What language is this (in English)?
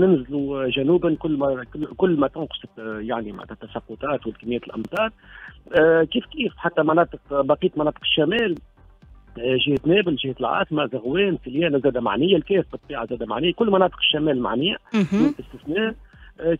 Tunisian Arabic